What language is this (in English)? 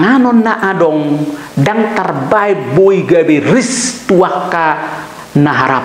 Batak Toba